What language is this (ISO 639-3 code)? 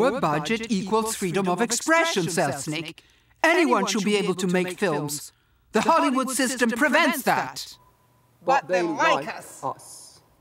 eng